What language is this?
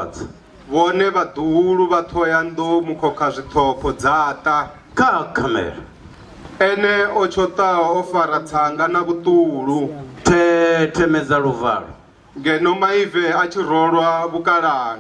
Venda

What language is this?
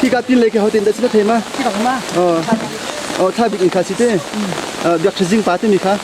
Hakha Chin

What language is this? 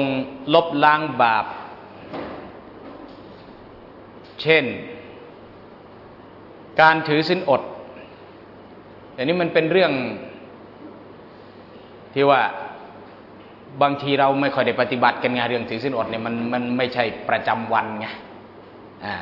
Thai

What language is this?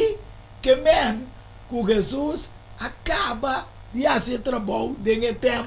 Papiamento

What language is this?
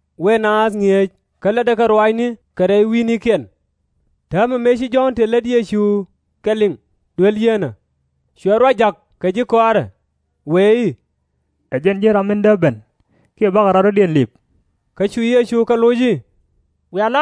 Nuer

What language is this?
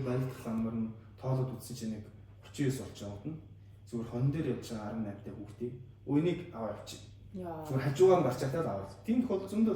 Mongolian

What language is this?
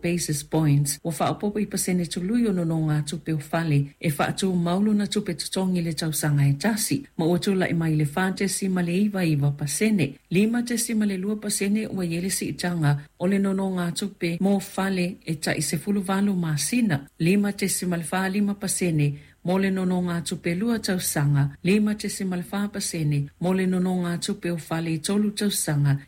Samoan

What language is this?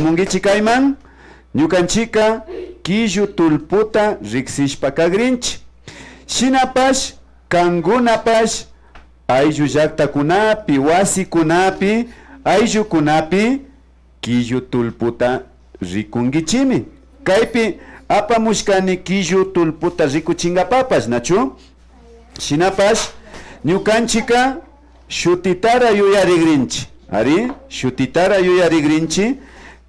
Imbabura Highland Quichua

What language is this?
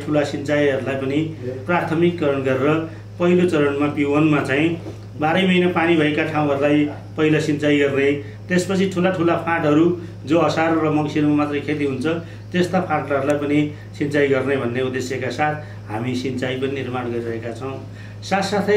Nepali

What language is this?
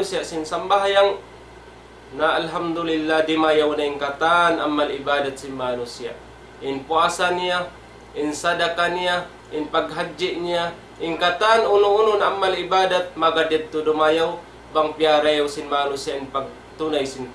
Tausug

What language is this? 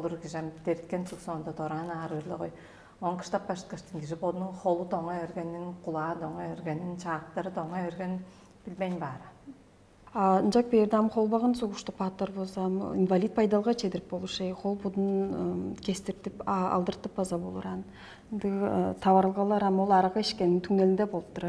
Tuvinian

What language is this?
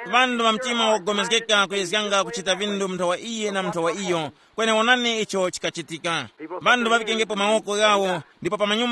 Tumbuka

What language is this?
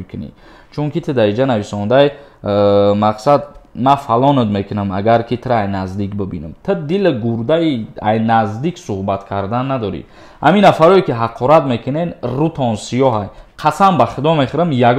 Tajik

